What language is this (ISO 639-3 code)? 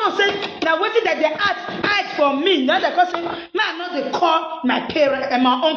pcm